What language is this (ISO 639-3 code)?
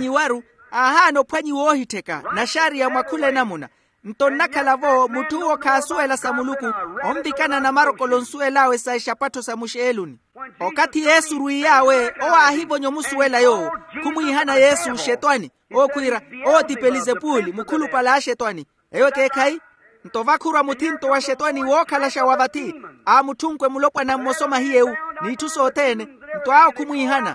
vmw